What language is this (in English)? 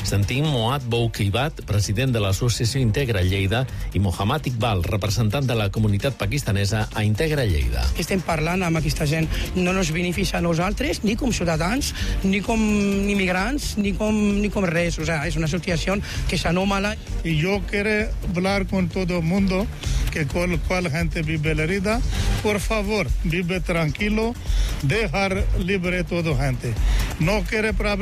Catalan